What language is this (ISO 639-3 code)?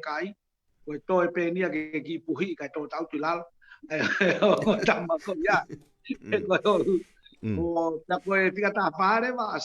ton